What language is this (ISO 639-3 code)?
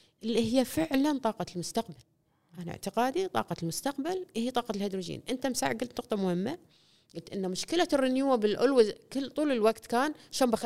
afb